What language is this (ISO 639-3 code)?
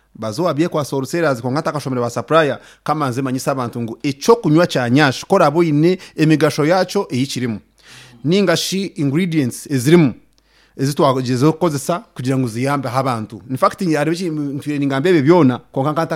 nyn